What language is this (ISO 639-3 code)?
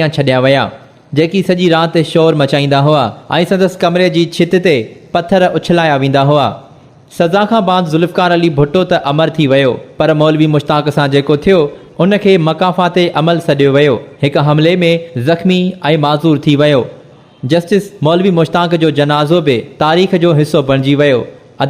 snd